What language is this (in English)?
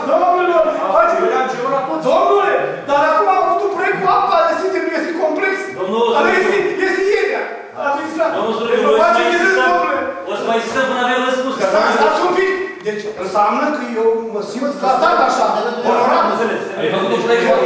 Romanian